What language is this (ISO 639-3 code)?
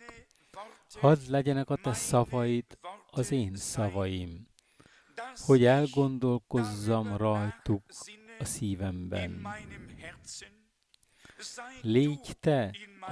hun